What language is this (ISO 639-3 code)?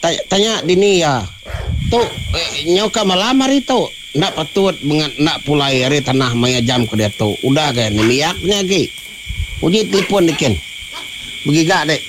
iba